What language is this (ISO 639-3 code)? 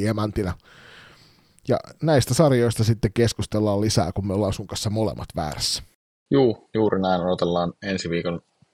fin